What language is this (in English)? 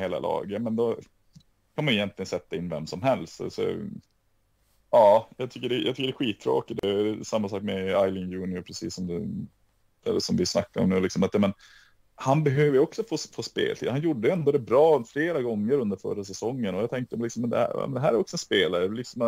Swedish